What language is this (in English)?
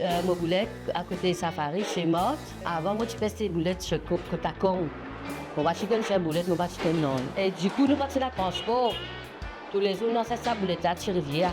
Morisyen